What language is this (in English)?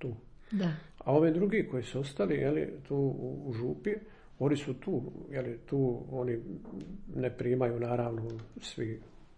Croatian